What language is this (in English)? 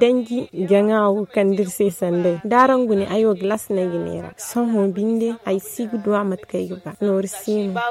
Zarma